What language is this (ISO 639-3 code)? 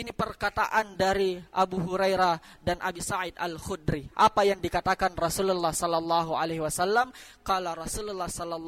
bug